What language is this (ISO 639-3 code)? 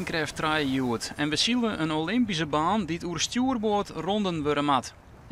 fry